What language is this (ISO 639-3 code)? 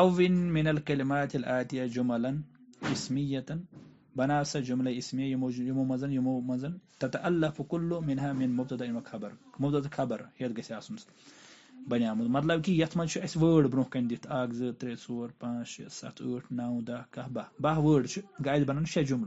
kas